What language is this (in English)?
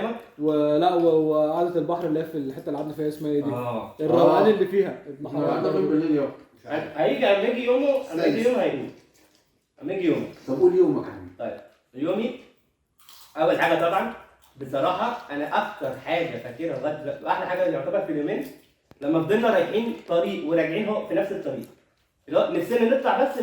Egyptian Arabic